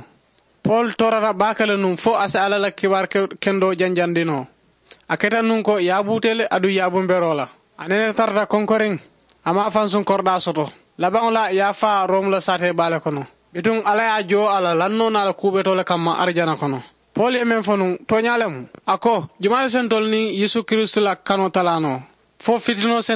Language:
Mandingo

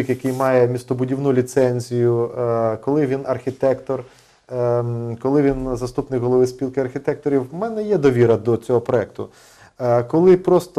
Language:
Ukrainian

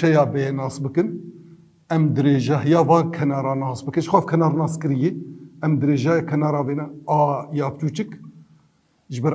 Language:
Kurdish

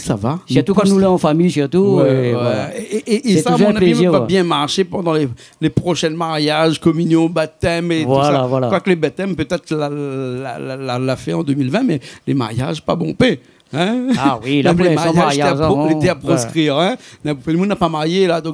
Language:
Réunion Creole French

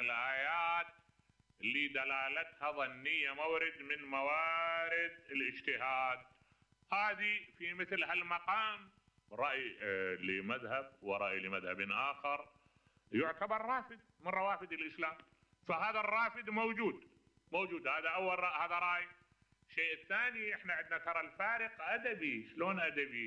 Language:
Mesopotamian Arabic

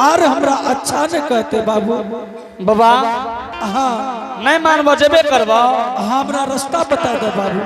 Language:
Angika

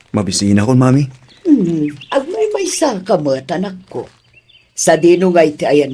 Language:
Iloko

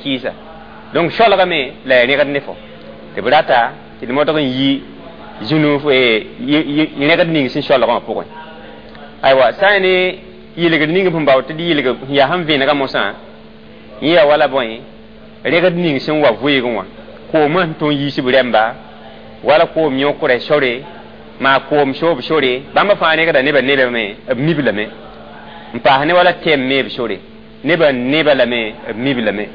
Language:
Mossi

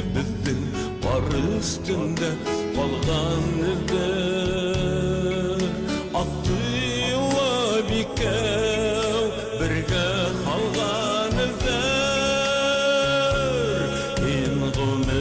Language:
Bashkir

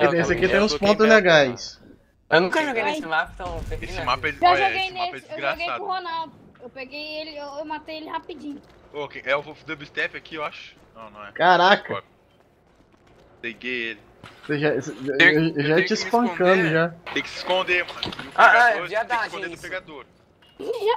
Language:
Portuguese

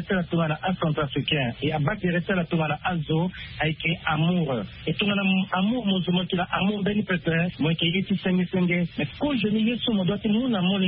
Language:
Sango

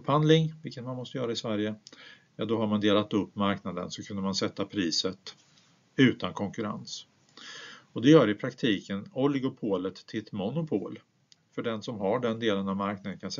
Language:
Swedish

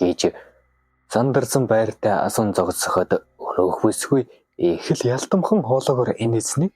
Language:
Mongolian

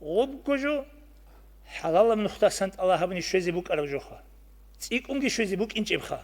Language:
Avaric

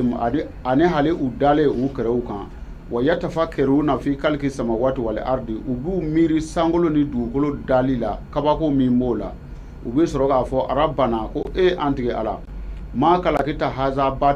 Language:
Bambara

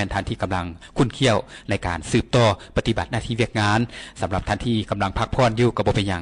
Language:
Lao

